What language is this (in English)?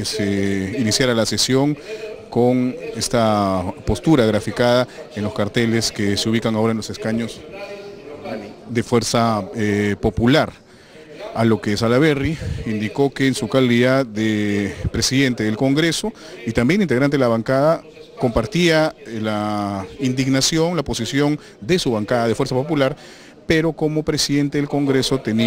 Spanish